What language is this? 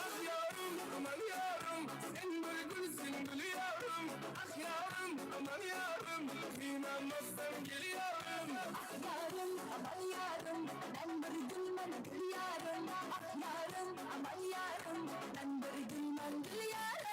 Kara-Kalpak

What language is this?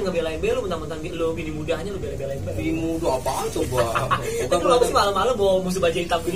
Betawi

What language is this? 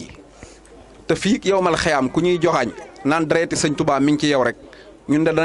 Wolof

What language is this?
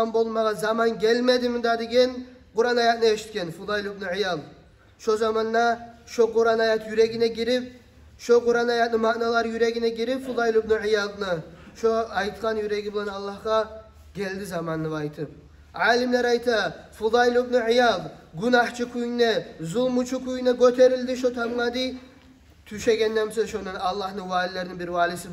Kumyk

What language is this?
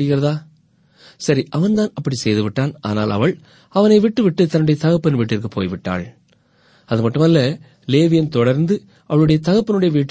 Tamil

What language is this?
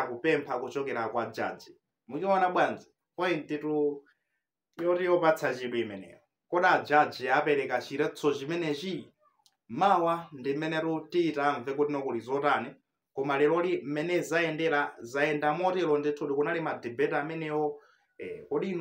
Nyanja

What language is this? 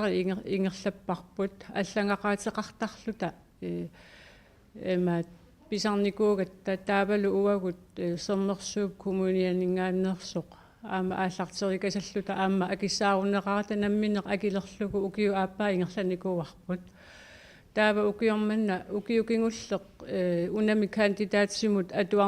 Kalaallisut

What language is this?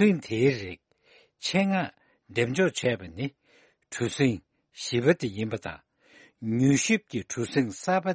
Tibetan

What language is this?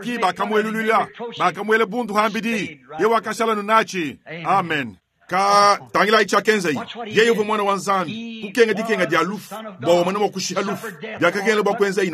Luba-Lulua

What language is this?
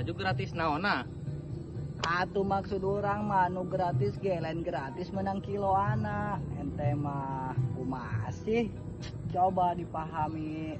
Sundanese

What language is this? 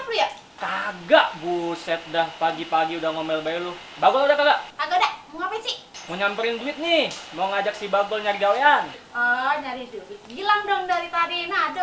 Betawi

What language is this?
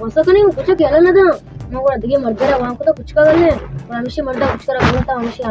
Baluchi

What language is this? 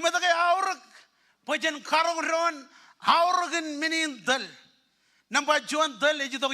Marshallese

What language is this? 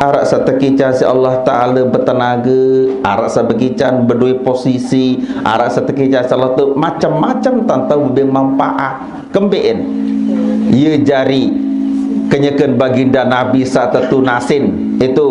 Sasak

